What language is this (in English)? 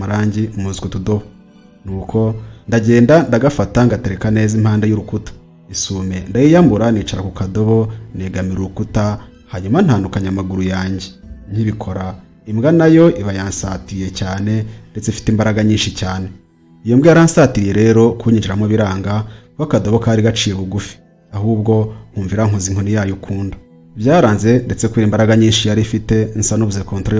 Kinyarwanda